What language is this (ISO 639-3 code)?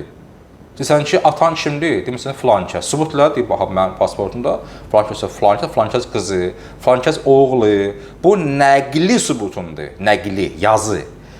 aze